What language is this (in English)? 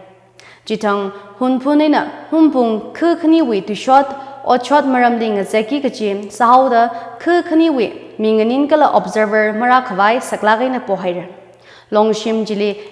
Tangkhul Naga (India)